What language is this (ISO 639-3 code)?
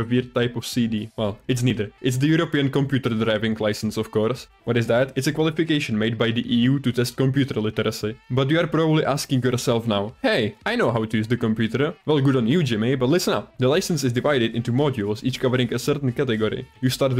eng